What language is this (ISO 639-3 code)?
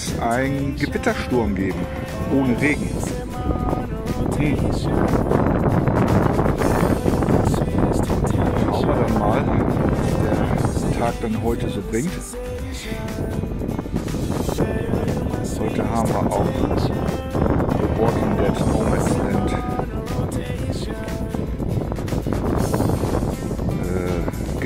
deu